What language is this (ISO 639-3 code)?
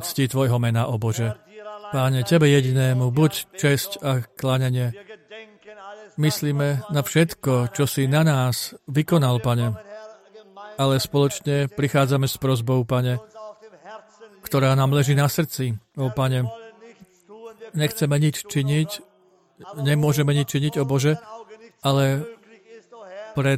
slk